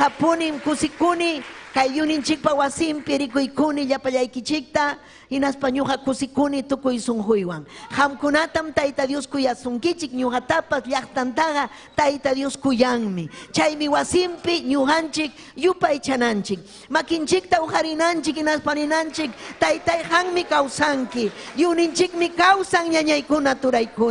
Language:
Ayacucho Quechua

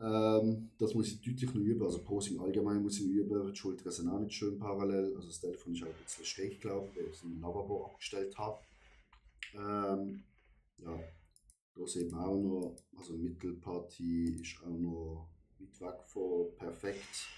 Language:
Swiss German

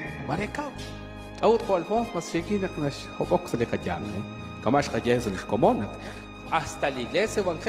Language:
Kekchí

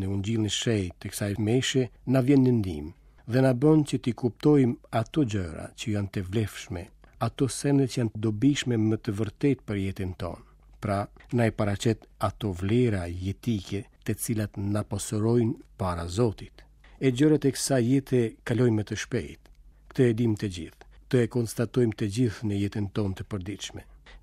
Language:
Albanian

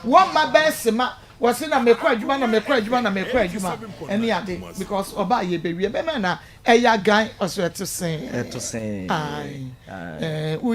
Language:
Akan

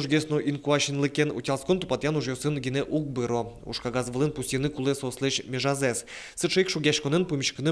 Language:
Udmurt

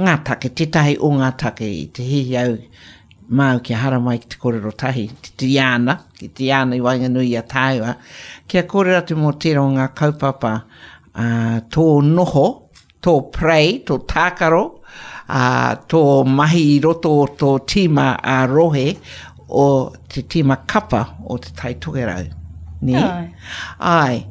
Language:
Māori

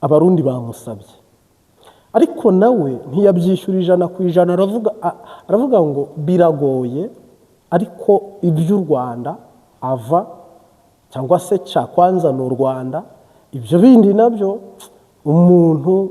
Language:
Kinyarwanda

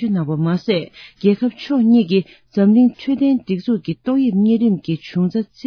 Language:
Tibetan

